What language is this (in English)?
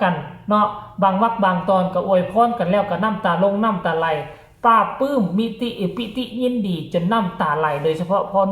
Northeastern Thai